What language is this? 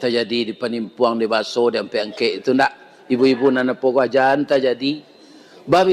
Minangkabau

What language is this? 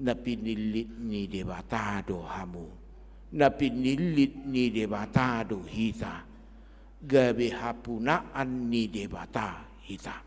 Batak Toba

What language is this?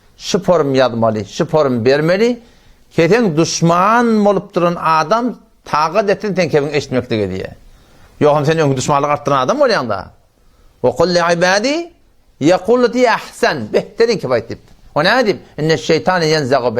Turkmen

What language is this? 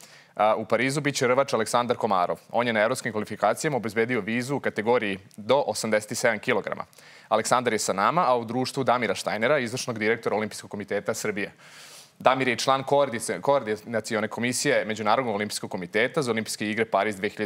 Serbian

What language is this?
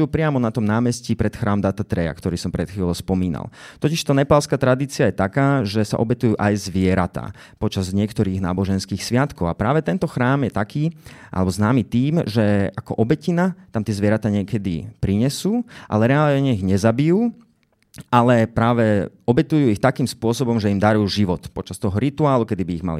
Slovak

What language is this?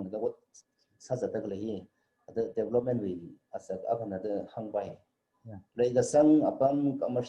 Tangkhul Naga (India)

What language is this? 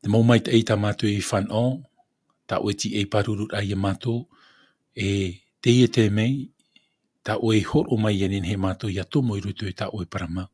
Tahitian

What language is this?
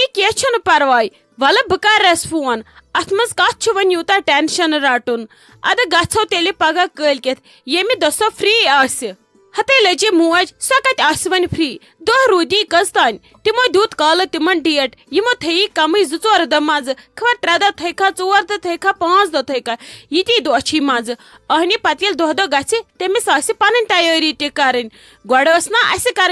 Kashmiri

